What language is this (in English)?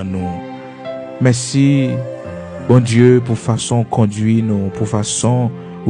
Haitian Creole